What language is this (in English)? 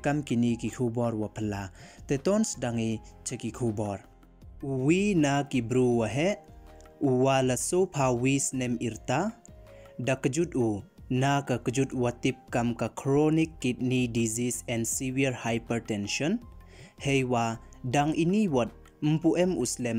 Pnar